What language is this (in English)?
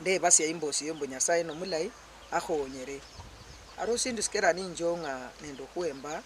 Luyia